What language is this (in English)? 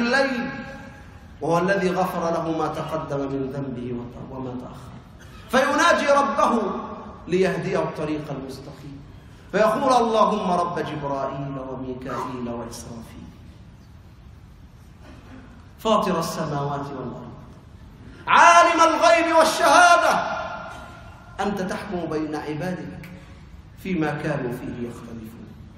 Arabic